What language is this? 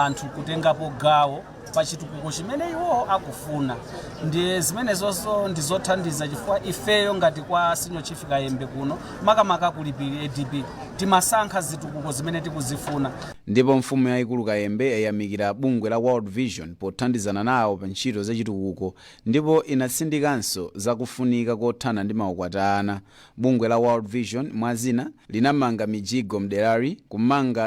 Nyanja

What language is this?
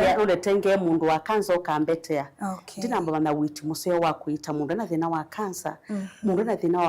Kamba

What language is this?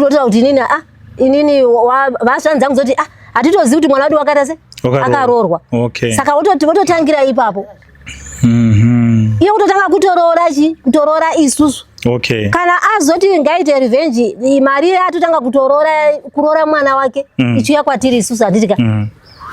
Shona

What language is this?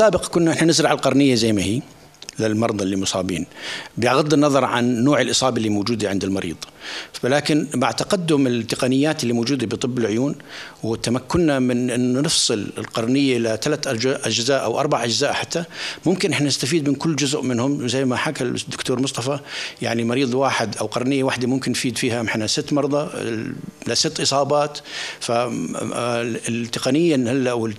North Levantine Arabic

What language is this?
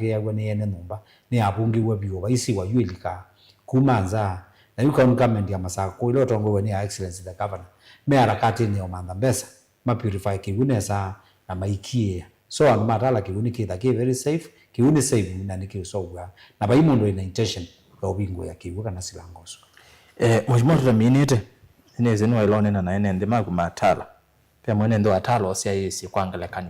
Kamba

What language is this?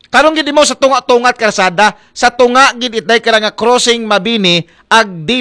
Aklanon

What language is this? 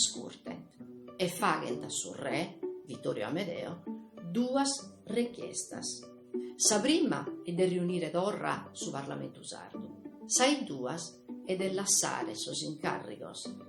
Sardinian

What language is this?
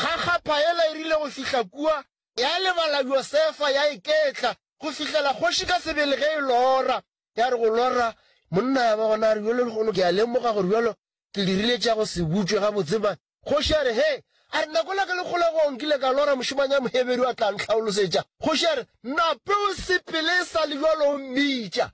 Northern Sotho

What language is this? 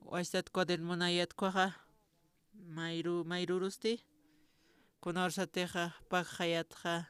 Aymara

